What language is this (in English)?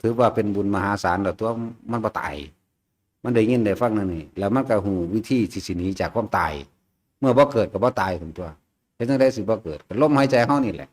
Northeastern Thai